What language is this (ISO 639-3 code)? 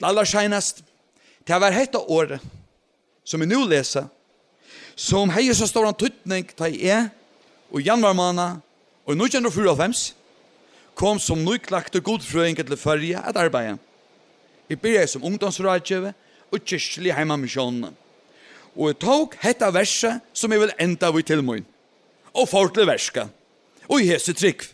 fao